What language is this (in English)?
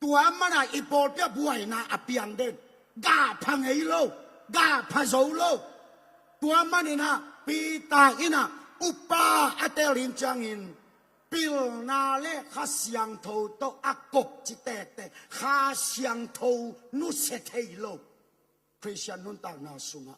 Tedim Chin